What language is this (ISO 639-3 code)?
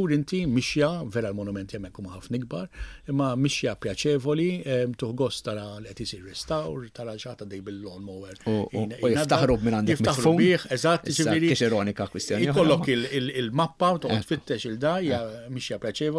mlt